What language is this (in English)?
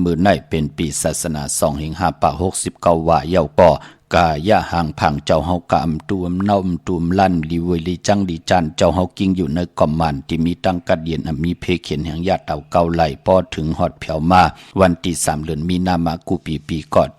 Shan